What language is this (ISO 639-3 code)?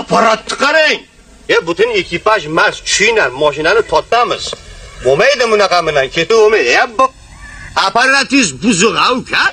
uzb